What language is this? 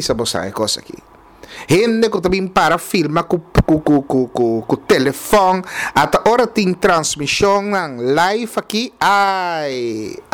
Papiamento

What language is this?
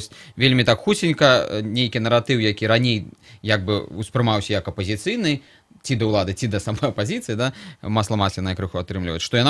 Belarusian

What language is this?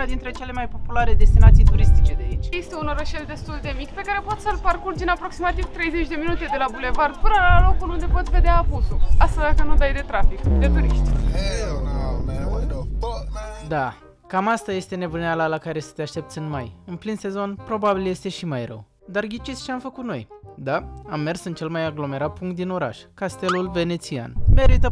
Romanian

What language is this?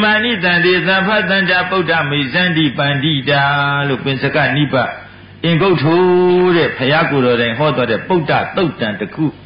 Burmese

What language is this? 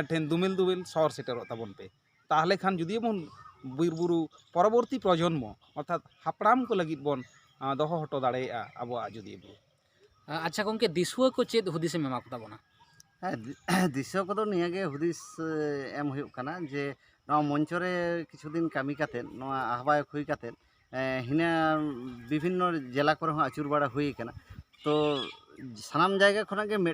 Santali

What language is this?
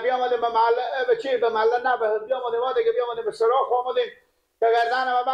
Persian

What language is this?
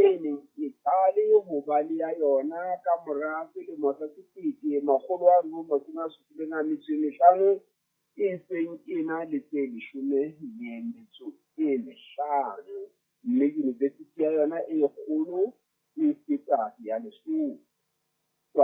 Southern Sotho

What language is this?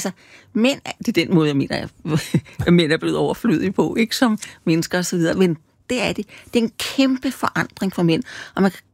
Danish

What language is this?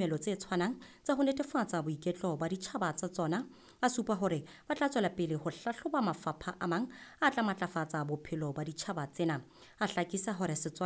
Southern Sotho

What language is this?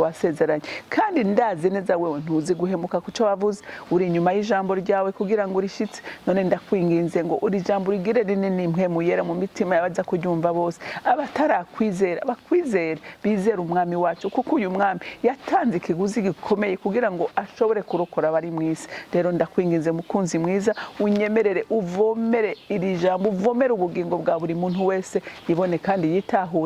Rundi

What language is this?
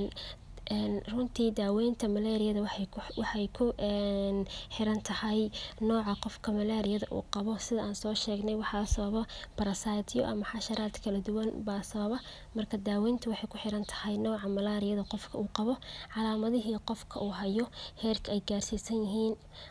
Somali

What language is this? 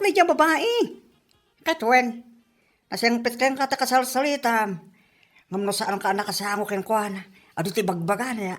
Iloko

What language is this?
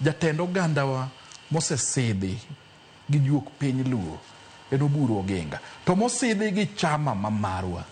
Luo (Kenya and Tanzania)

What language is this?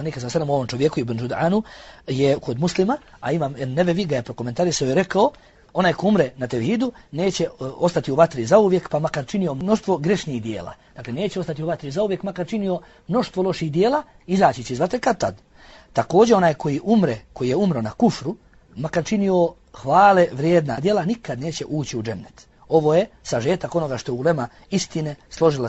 Bosnian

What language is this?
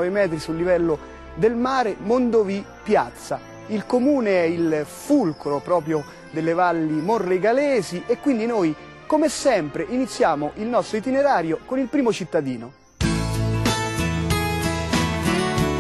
Italian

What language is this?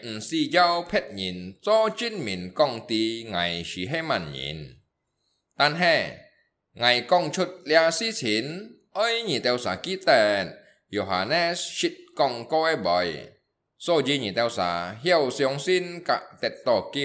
Hakka Chinese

